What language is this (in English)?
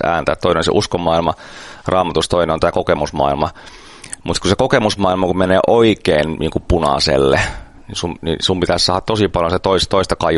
Finnish